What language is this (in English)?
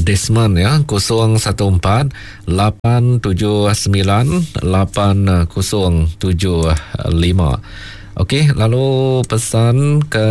Iban